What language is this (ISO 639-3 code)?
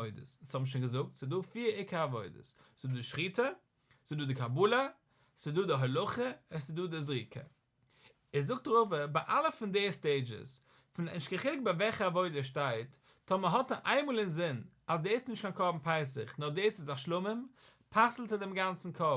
yid